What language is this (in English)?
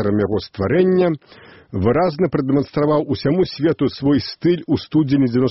Belarusian